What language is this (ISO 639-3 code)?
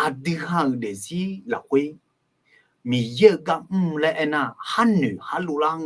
ahk